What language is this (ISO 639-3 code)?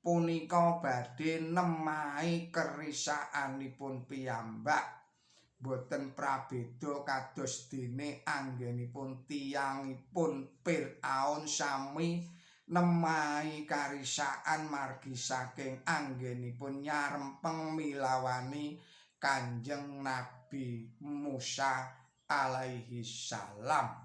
jav